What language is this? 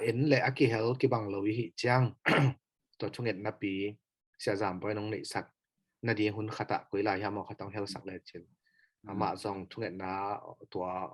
Tedim Chin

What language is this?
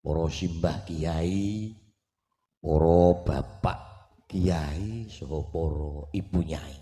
Javanese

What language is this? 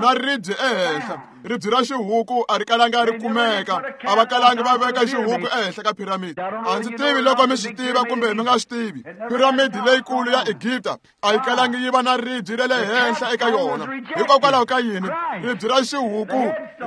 Tsonga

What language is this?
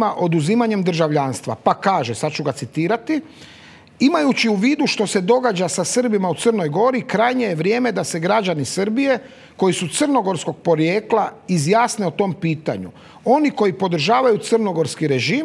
Croatian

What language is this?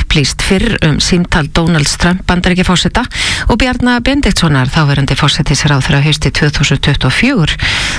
Icelandic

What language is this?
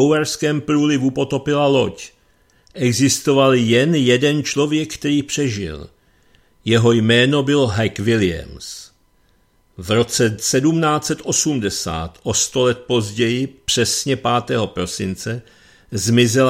Czech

